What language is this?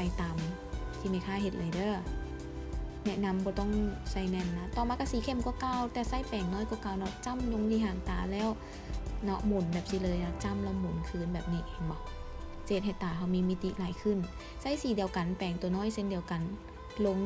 Lao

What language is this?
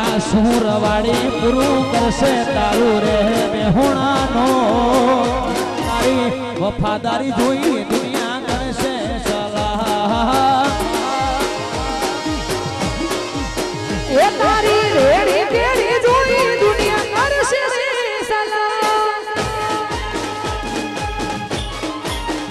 Gujarati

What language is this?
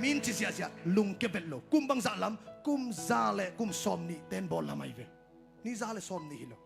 Tedim Chin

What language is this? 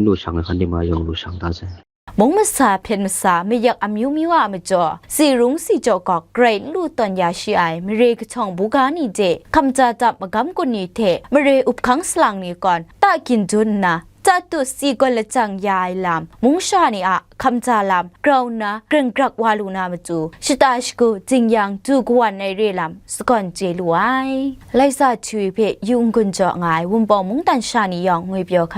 Kachin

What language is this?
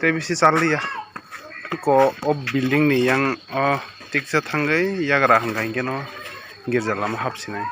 Kok Borok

